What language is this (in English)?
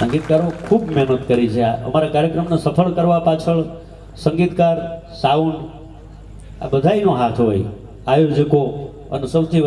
Gujarati